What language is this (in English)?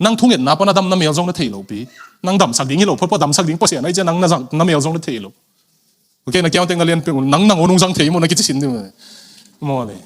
Tedim Chin